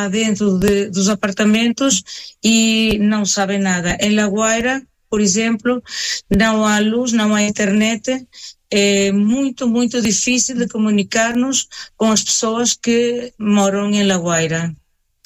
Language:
Portuguese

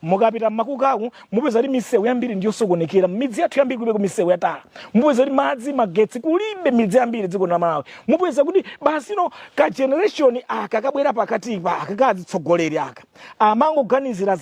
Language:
Nyanja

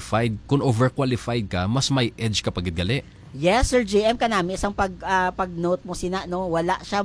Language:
Hiligaynon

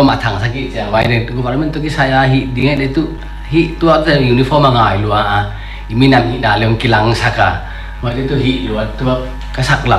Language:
Paite Chin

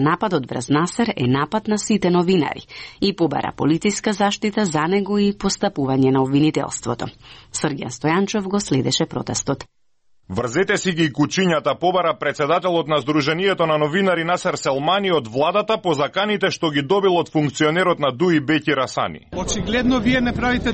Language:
Macedonian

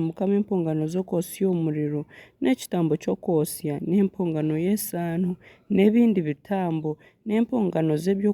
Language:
Nyankole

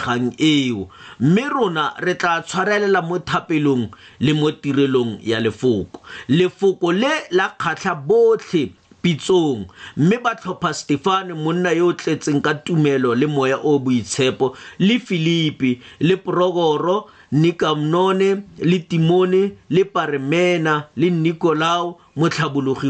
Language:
Tswana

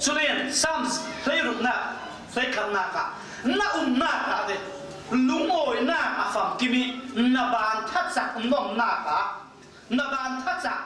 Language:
Falam Chin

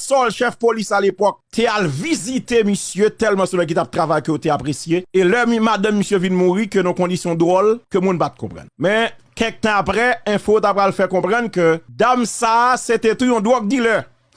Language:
Haitian Creole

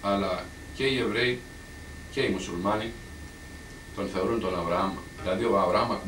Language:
Greek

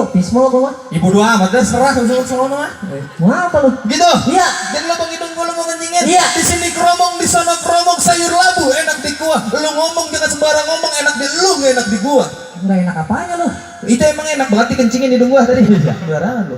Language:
Betawi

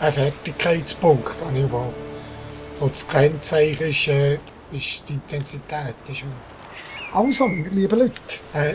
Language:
Swiss German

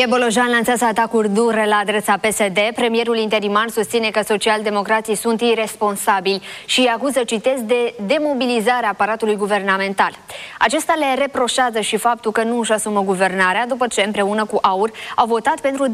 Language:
Romanian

